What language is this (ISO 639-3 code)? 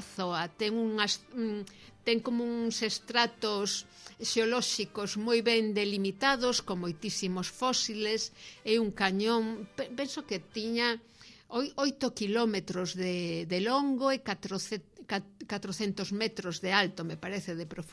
glg